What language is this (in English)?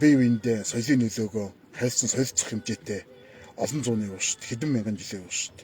Mongolian